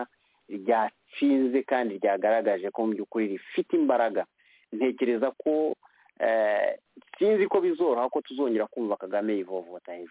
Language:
Kinyarwanda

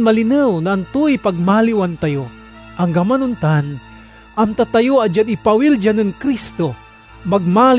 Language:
Pangasinan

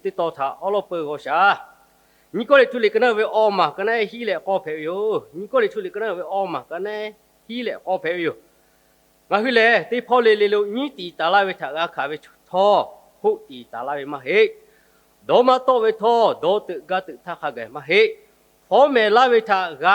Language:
Lahu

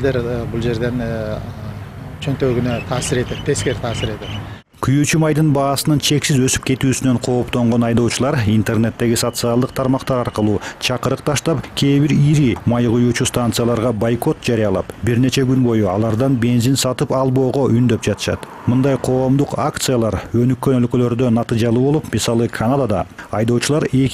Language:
Kyrgyz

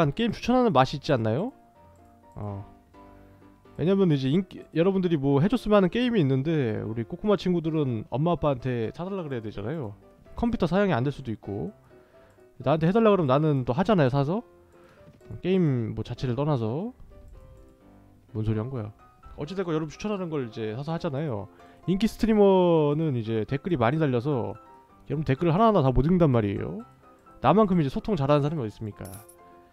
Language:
Korean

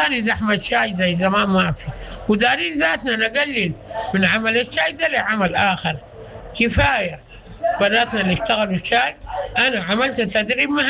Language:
Sudanese Arabic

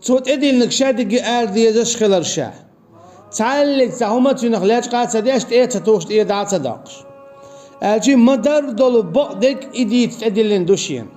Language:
Chechen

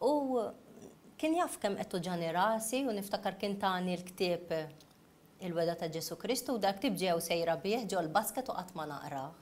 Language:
Maltese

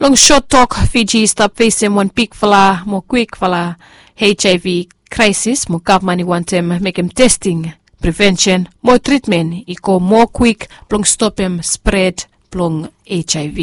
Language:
Bislama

